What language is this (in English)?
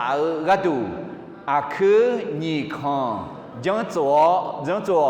Akha